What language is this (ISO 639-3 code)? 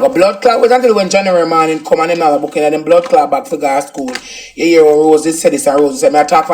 jam